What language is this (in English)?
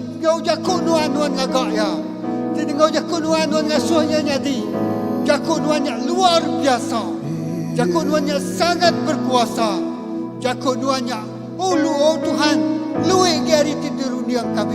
Iban